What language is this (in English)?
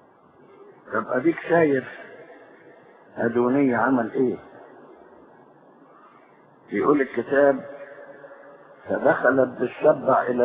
Egyptian Arabic